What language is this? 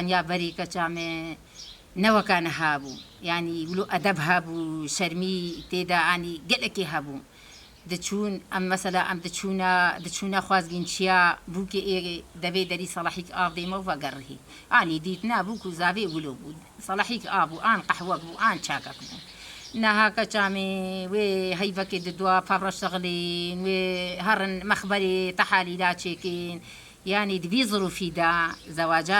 Kurdish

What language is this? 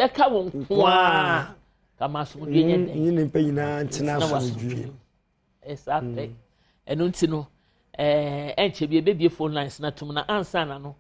Akan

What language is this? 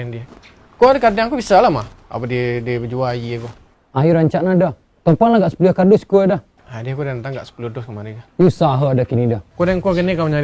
Minangkabau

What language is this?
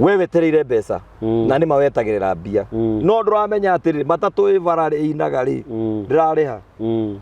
Kikuyu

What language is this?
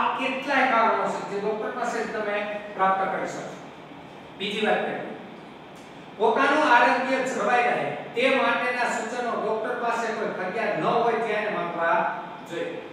Gujarati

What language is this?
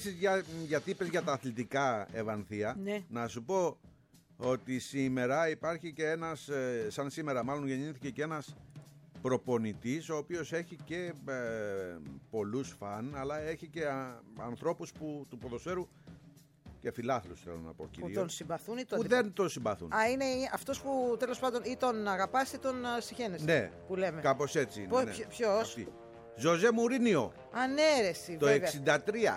Greek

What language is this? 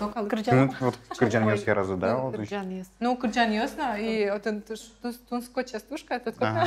Udmurt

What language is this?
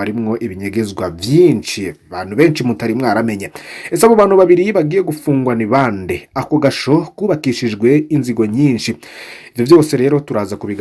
Rundi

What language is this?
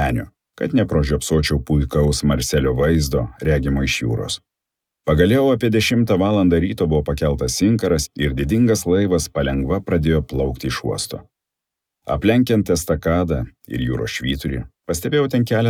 Lithuanian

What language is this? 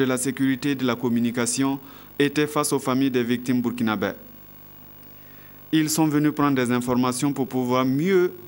French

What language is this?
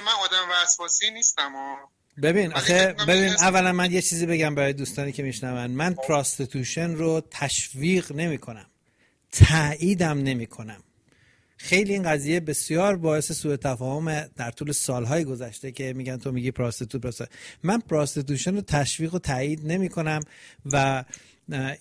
Persian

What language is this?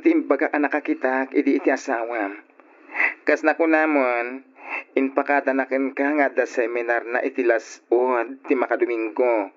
Iloko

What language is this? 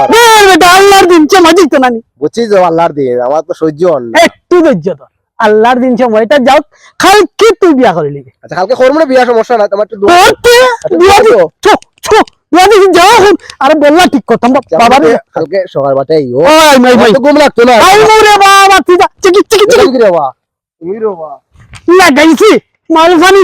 Sylheti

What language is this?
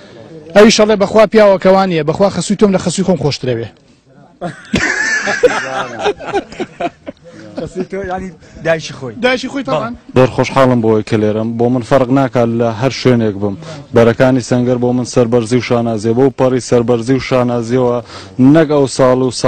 Central Kurdish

